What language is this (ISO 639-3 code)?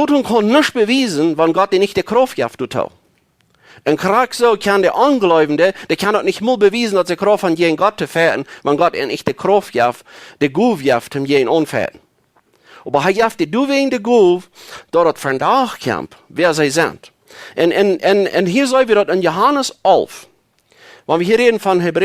pdt